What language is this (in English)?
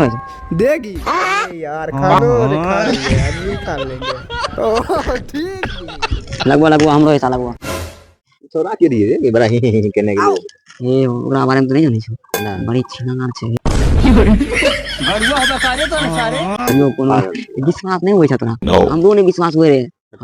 Angika